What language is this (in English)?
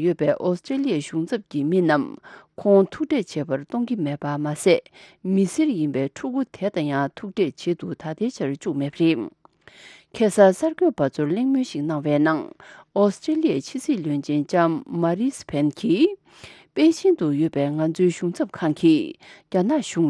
Tibetan